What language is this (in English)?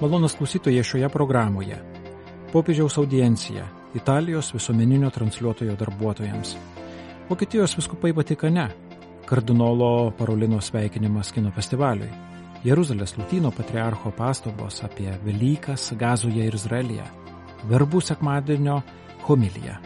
Lithuanian